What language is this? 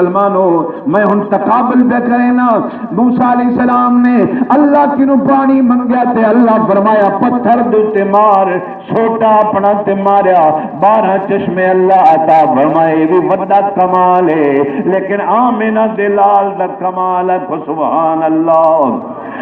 Saraiki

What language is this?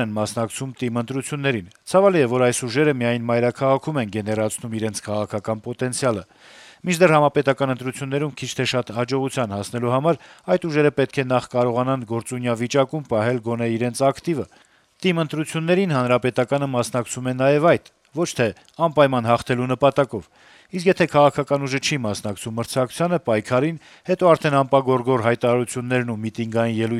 Armenian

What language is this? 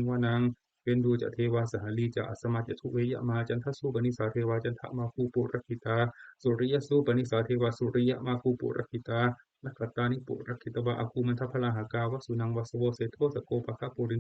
Pali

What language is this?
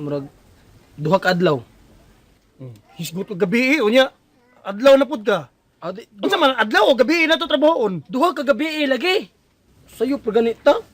Cebuano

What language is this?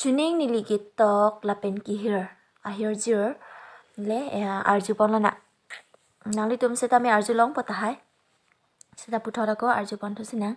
Karbi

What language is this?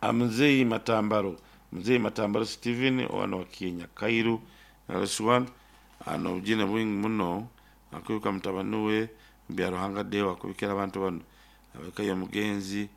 Nyoro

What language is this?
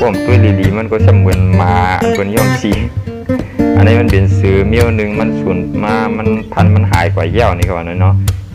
Shan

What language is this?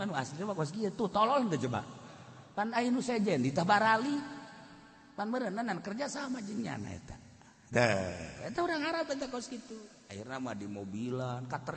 Sundanese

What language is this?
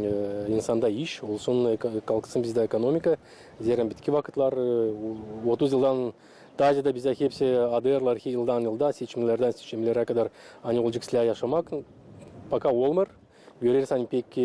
Gagauz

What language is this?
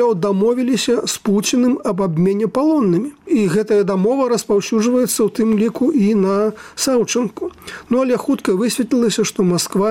Belarusian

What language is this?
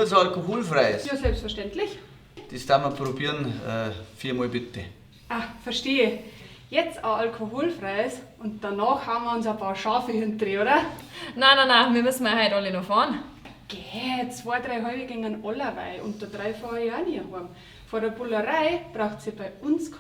Bavarian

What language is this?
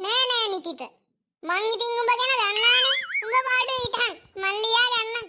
Sinhala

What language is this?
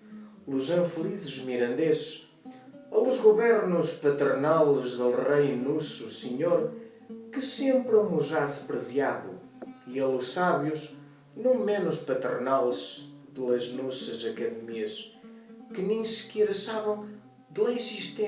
Mirandese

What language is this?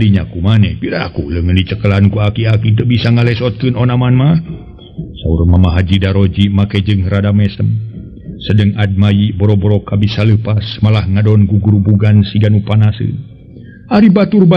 Sundanese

